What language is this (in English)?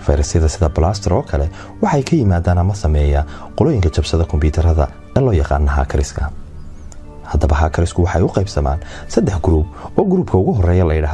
Somali